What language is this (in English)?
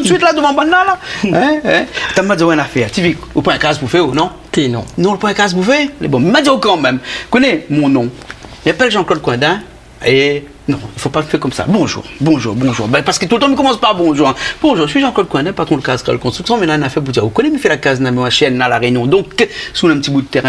Réunion Creole French